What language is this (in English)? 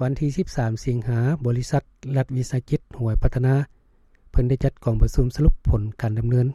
Lao